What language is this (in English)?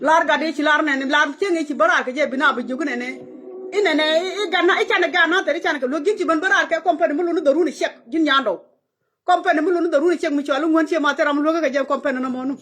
Nuer